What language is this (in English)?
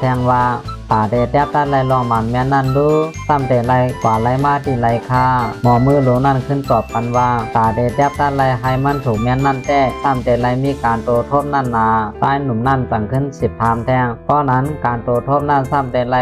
Shan